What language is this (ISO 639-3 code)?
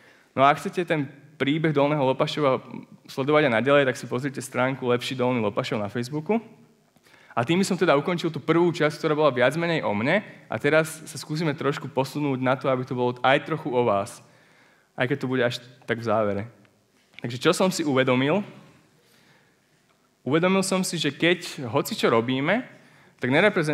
slk